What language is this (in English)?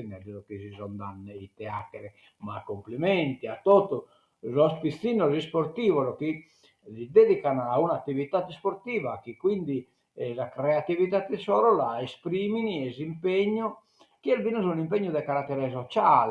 Sardinian